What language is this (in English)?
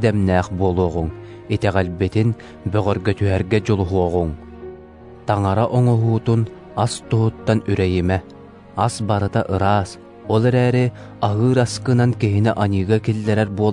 Yakut